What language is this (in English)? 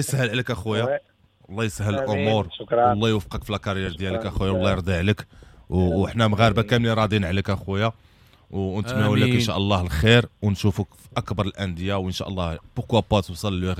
Moroccan Arabic